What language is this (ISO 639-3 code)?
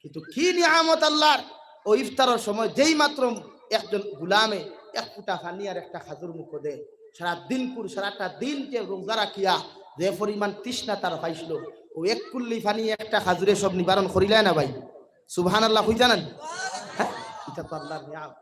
syl